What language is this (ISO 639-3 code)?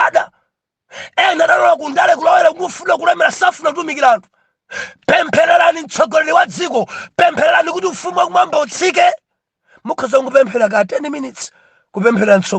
nya